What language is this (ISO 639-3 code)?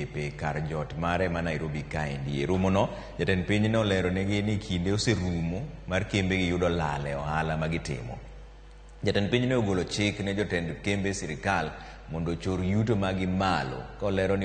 luo